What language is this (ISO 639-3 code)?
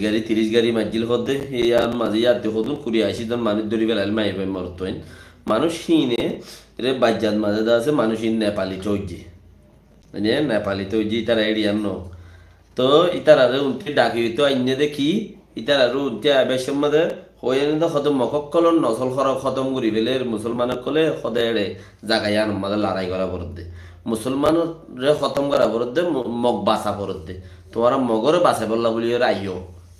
rhg